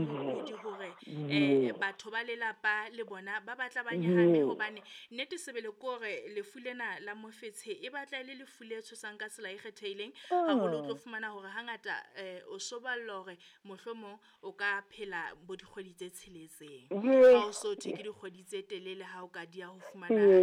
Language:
Southern Sotho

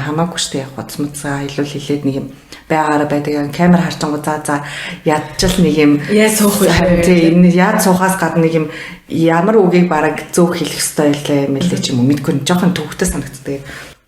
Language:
Mongolian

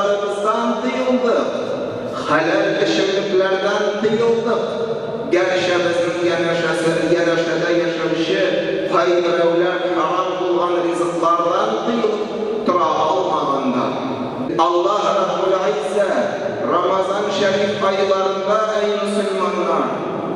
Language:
Tatar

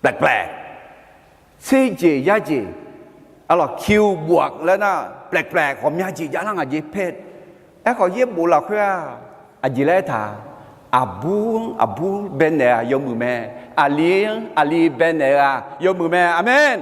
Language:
Akha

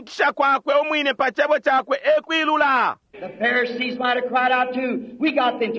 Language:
Bemba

